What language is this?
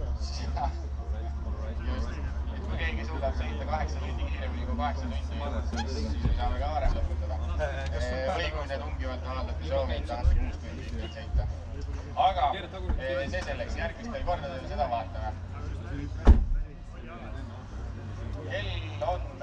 Estonian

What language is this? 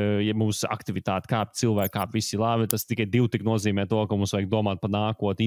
Latvian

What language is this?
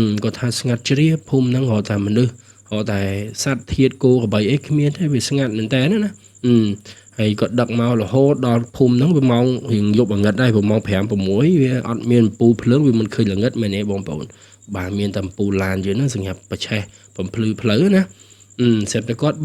Khmer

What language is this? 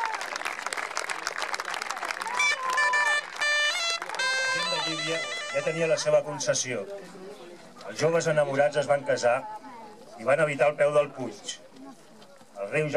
Catalan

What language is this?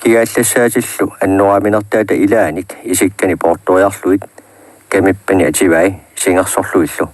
Kalaallisut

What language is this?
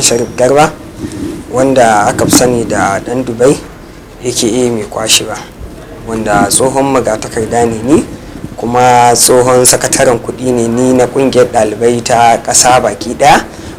Hausa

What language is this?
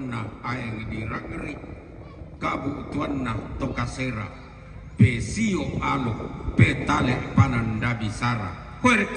Toraja-Sa'dan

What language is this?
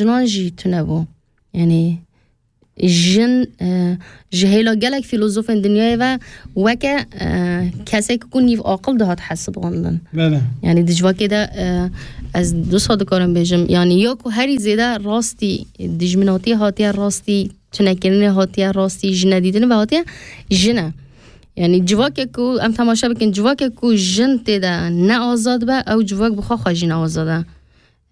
Kurdish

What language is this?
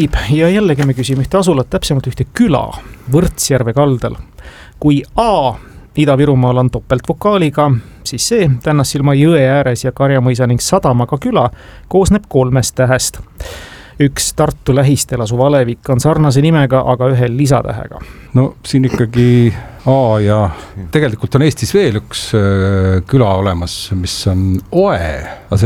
Estonian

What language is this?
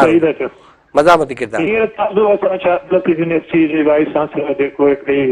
Sindhi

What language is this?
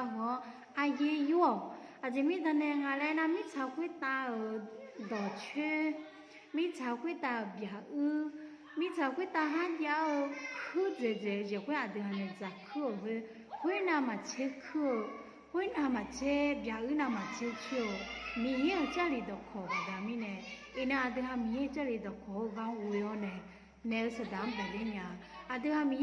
Akha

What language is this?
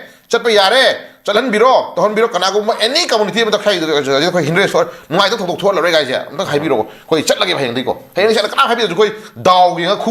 Manipuri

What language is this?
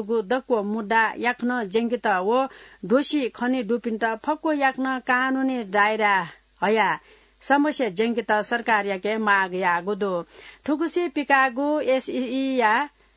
Newari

